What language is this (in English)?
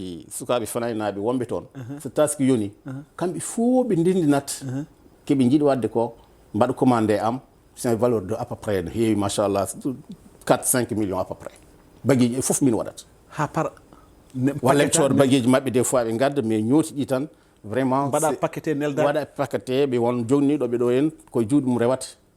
Fula